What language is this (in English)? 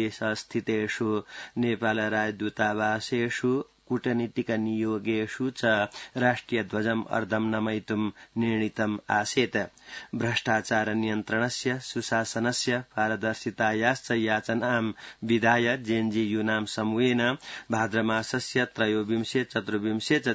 Sanskrit